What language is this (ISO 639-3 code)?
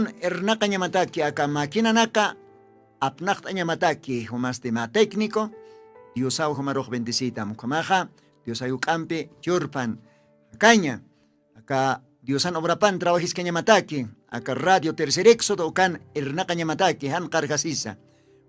aym